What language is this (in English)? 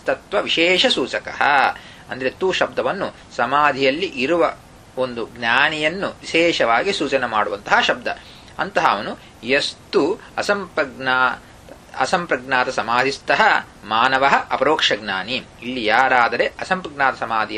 Kannada